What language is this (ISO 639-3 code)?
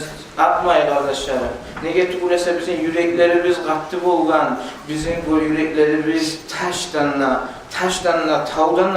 kum